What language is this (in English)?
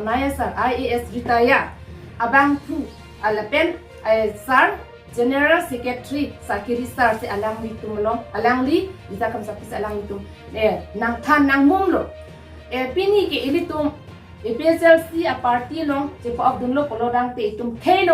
Karbi